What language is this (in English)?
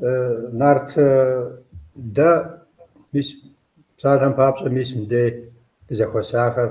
Kabardian